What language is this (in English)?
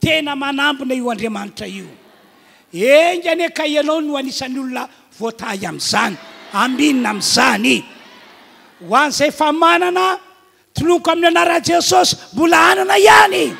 Malagasy